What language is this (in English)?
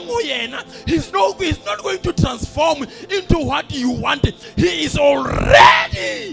Southern Sotho